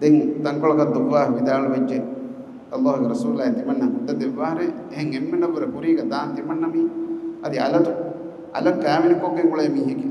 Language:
Divehi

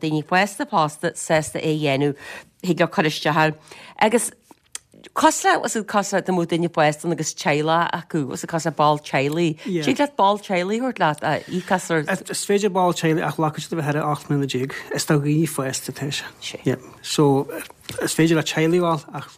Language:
Irish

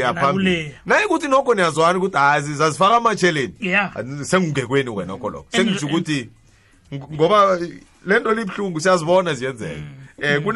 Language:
South Ndebele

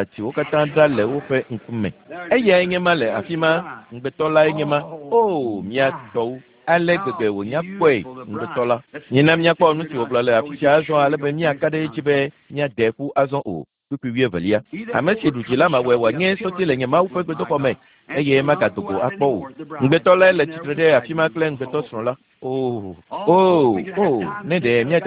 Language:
Ewe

